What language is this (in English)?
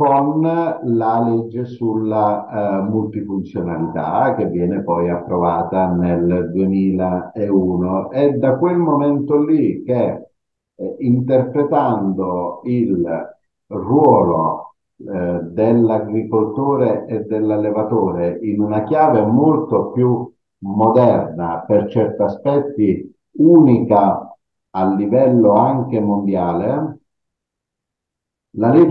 Italian